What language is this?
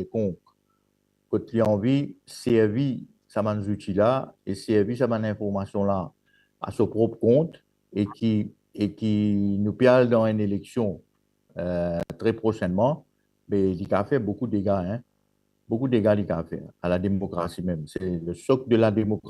Morisyen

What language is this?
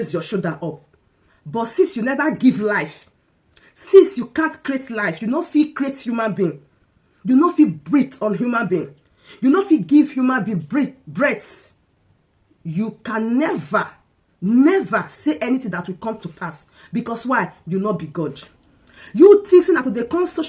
Nigerian Pidgin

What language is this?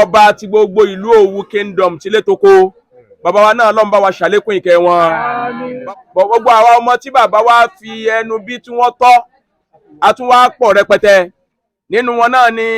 Yoruba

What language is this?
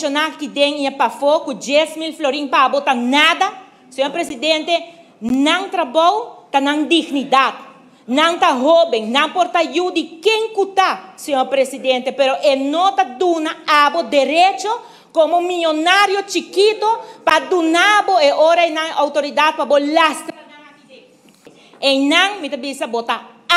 Papiamento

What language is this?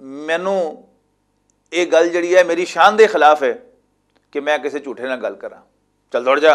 Western Panjabi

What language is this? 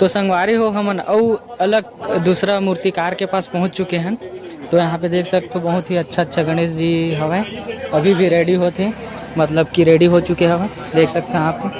Chhattisgarhi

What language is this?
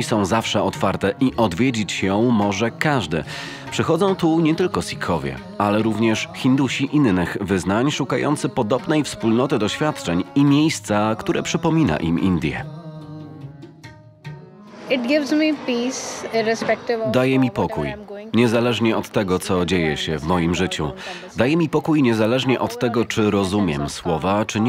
Polish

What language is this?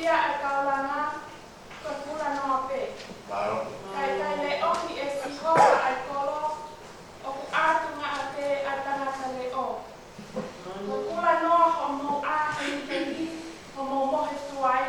Tongan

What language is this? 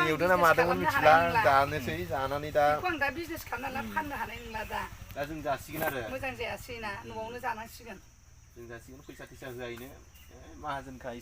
Bodo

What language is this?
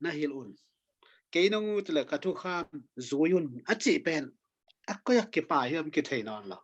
Tedim Chin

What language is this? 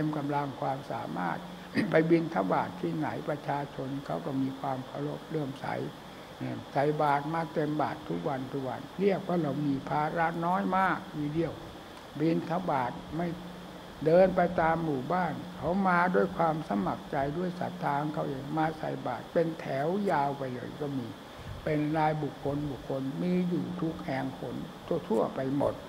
Thai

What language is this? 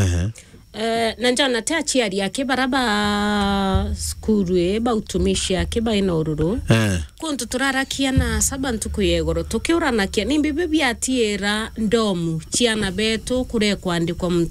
Meru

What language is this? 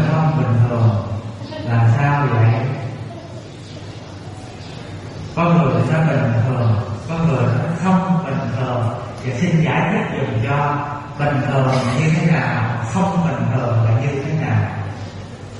Vietnamese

